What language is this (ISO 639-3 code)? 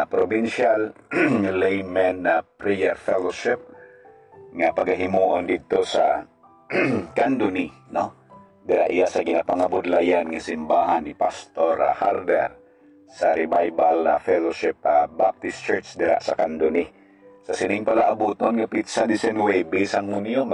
hil